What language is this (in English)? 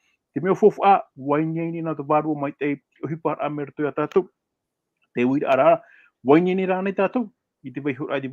Tahitian